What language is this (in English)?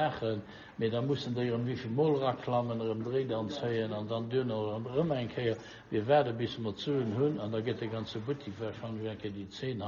Luxembourgish